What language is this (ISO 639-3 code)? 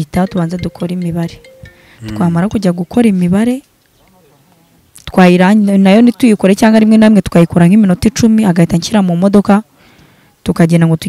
kin